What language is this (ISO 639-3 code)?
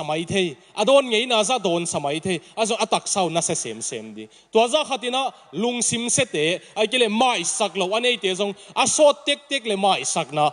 ctd